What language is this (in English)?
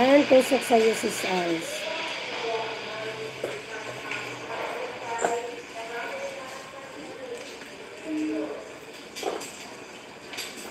Filipino